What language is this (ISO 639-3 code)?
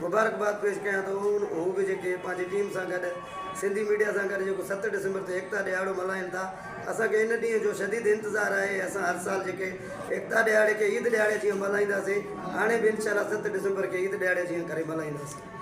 snd